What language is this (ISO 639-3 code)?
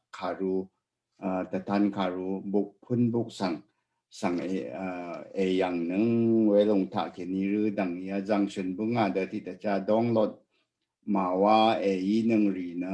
raw